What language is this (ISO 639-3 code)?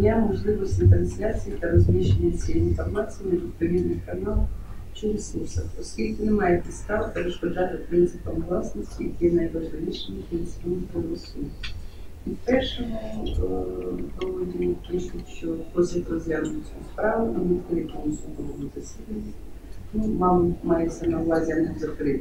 ukr